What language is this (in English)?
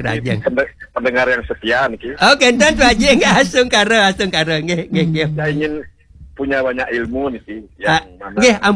Balinese